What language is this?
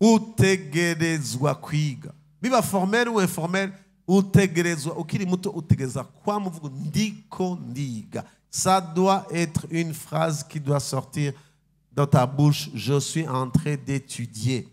Rundi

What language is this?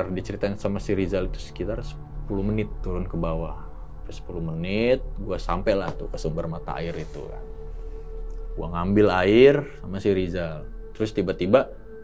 Indonesian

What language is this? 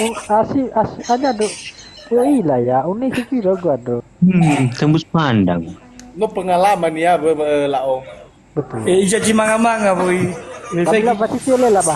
Nias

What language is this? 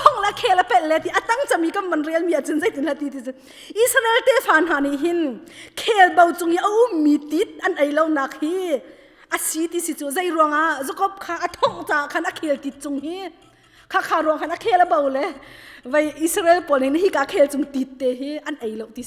Hakha Chin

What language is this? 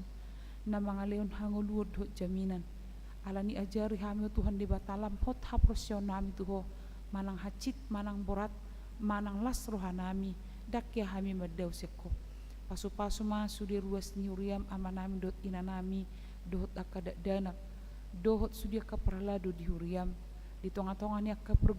Batak Toba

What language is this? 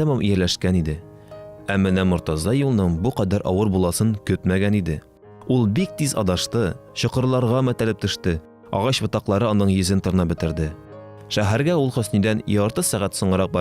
Tatar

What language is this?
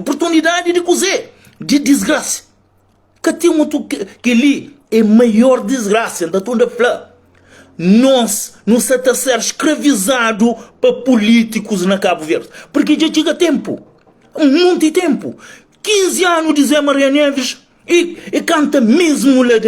Kabuverdianu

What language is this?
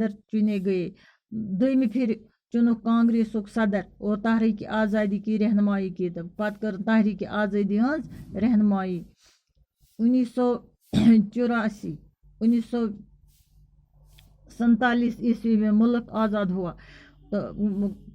Kashmiri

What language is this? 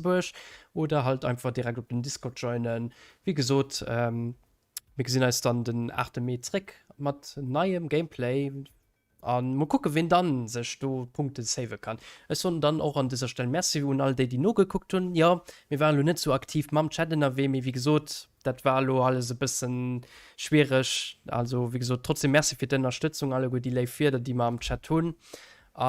Luxembourgish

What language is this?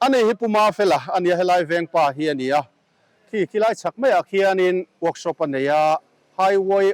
Mizo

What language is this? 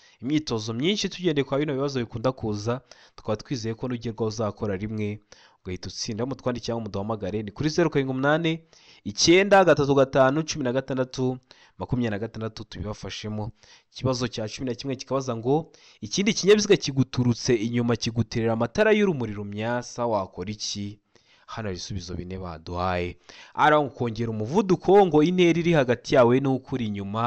Kinyarwanda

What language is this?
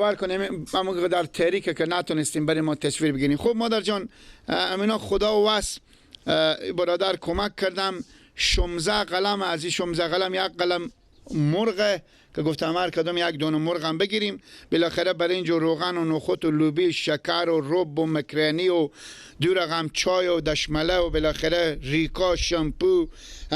Persian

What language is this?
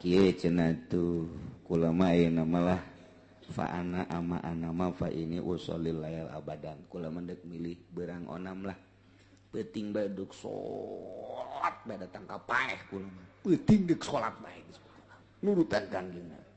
Sundanese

